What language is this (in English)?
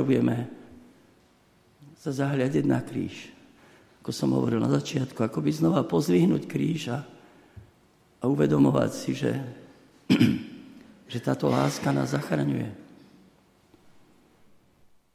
Slovak